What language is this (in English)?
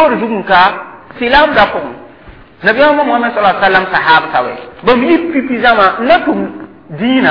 Mossi